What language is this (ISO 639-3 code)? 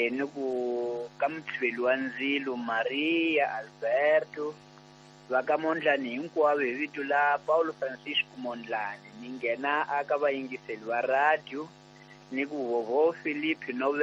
tso